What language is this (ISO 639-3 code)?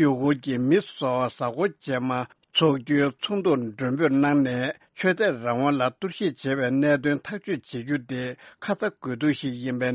bod